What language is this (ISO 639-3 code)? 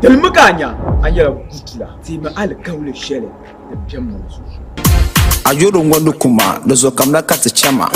dag